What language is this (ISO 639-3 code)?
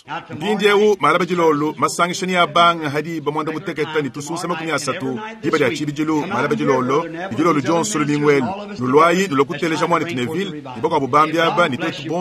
lua